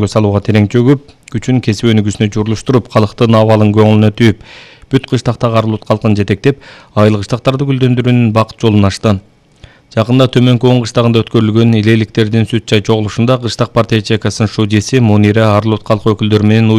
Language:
Kyrgyz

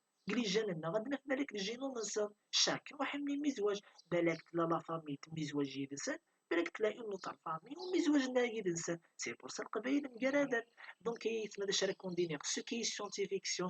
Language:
Kabyle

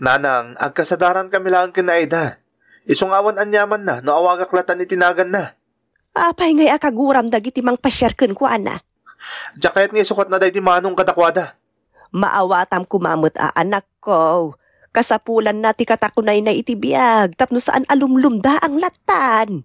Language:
Iloko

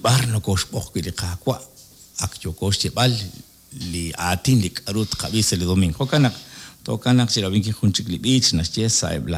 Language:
Kekchí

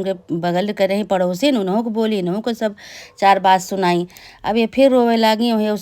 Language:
Awadhi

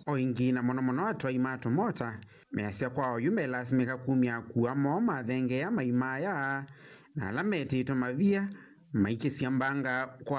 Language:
Kamba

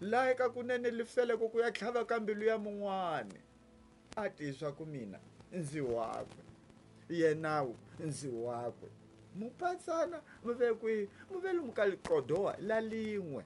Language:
Tsonga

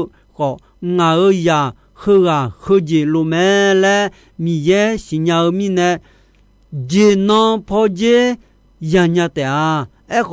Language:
Akha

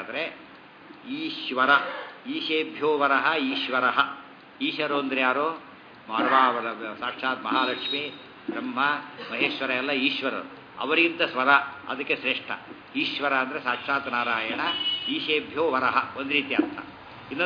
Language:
Kannada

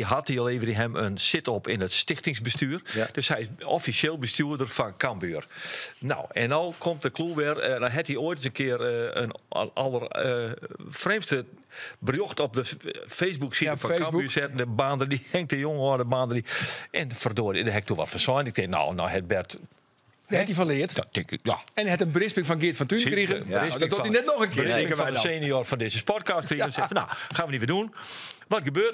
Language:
Western Frisian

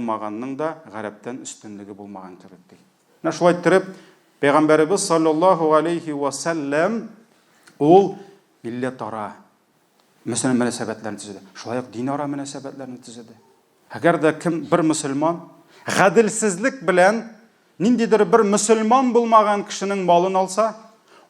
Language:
Tatar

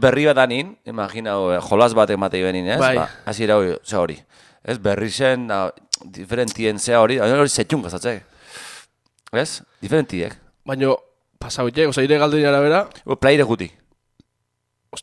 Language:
Basque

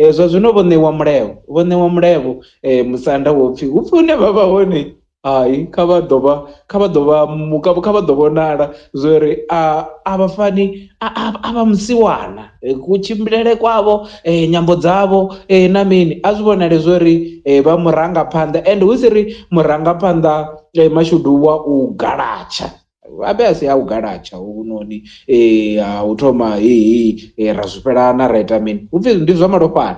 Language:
Venda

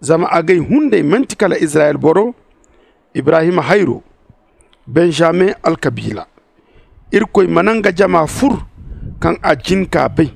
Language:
Zarma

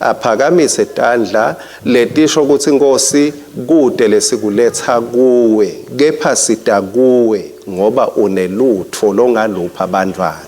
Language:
Swati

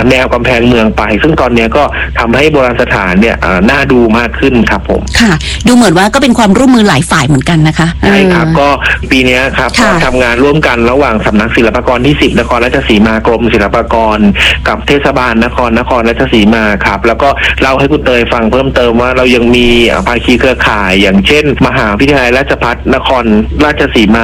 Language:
Thai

